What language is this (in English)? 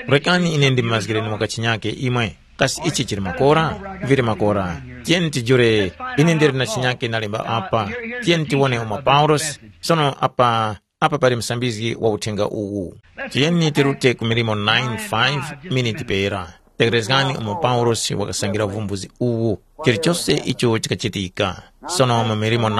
Tumbuka